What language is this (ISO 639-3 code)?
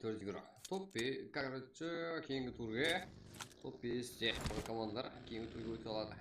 kaa